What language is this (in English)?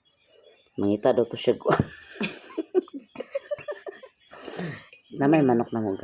Cebuano